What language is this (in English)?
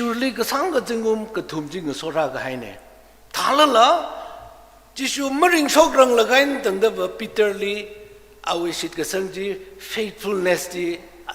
Tangkhul Naga (India)